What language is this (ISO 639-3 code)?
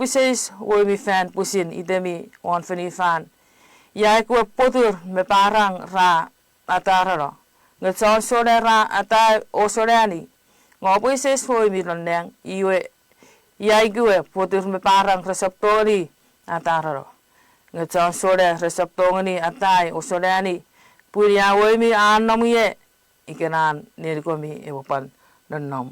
chk